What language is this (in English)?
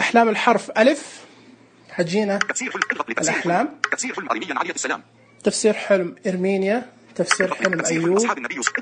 Najdi Arabic